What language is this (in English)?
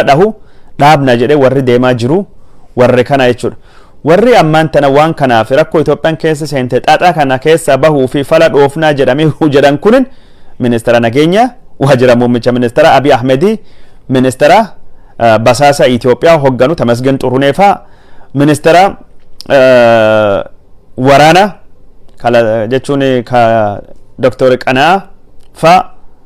Oromo